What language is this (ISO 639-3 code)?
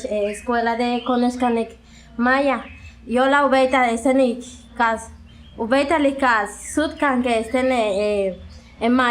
yua